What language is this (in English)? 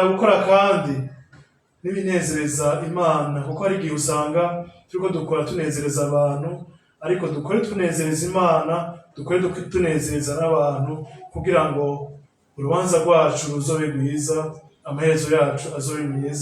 Rundi